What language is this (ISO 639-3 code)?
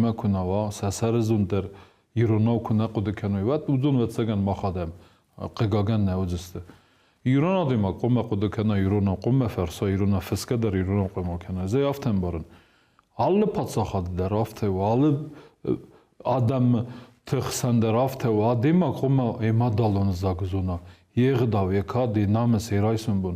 oss